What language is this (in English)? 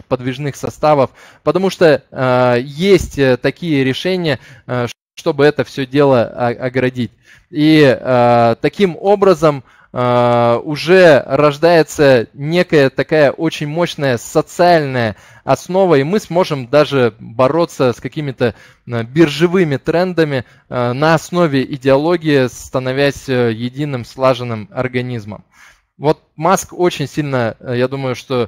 Russian